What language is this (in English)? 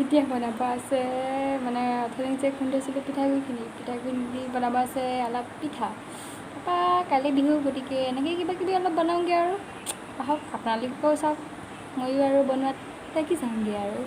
Assamese